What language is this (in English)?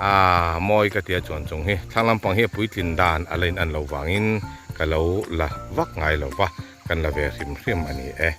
Mizo